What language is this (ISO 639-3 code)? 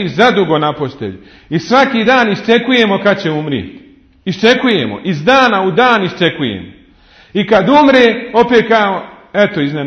bos